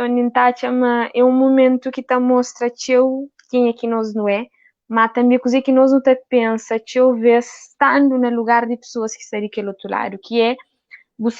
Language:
Kabuverdianu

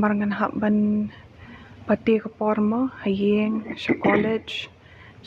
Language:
Khasi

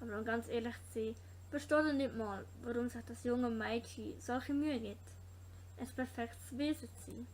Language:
Swiss German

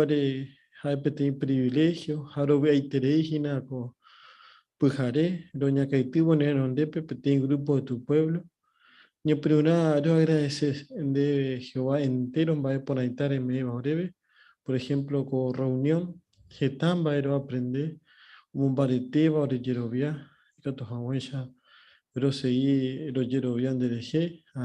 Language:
Guarani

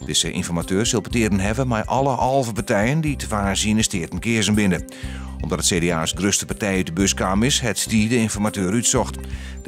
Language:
Western Frisian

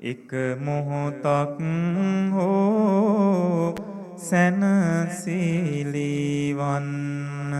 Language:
Sinhala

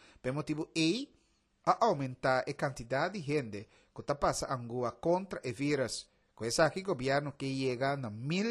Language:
Papiamento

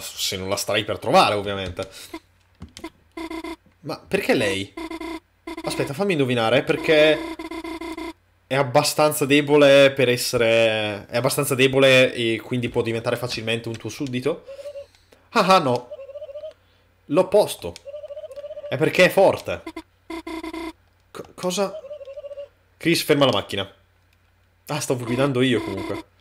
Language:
Italian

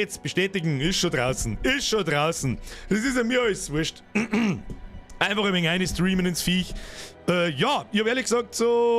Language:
Bavarian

